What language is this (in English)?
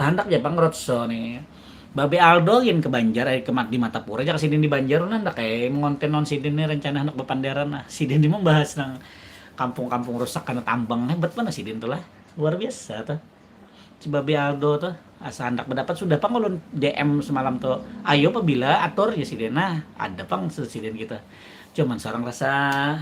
Banjar